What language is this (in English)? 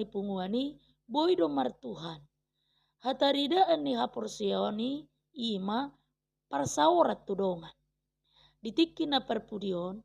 Batak Toba